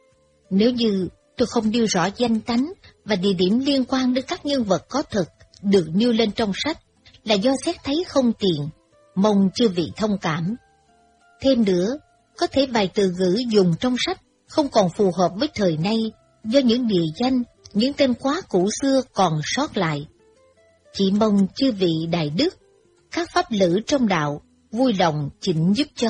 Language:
Vietnamese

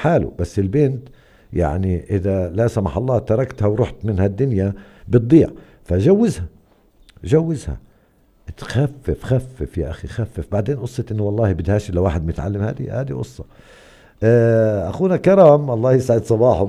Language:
North Levantine Arabic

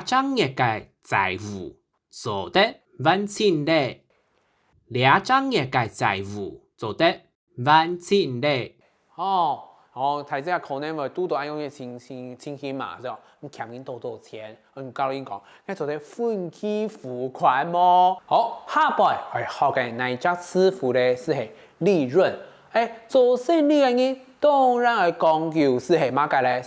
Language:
Hakka Chinese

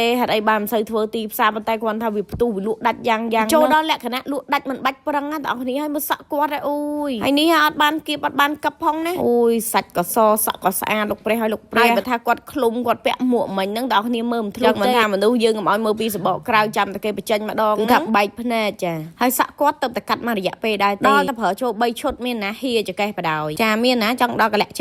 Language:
Khmer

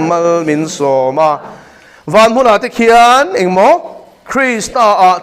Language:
Mizo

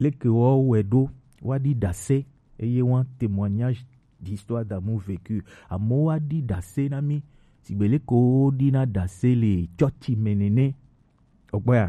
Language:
Gen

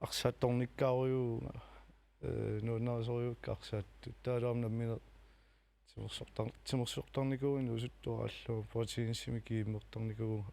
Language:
Kalaallisut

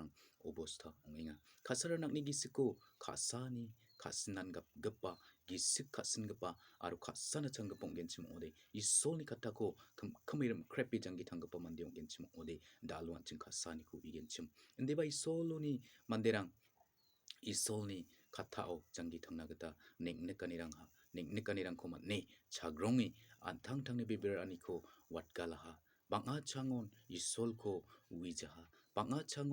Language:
Garo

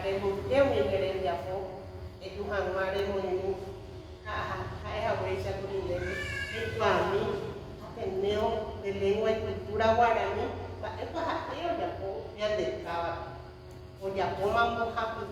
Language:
Guarani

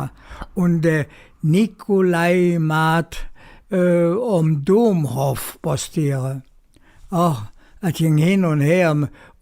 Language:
Colognian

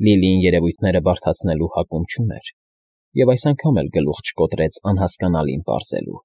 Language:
Armenian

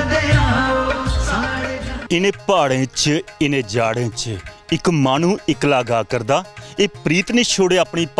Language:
Dogri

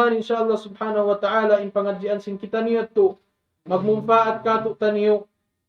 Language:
Tausug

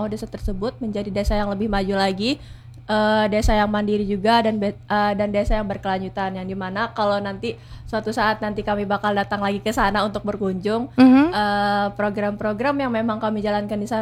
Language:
Indonesian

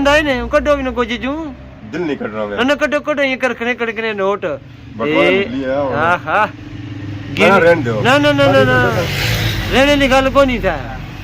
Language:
Pahari-Potwari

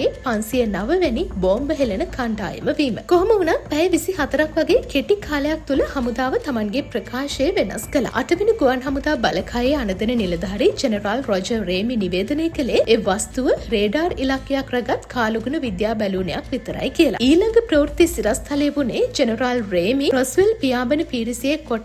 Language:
Sinhala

